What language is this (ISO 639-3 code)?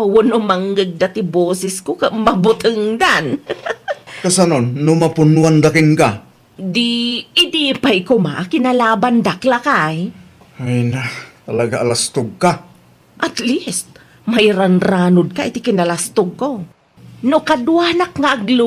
ilo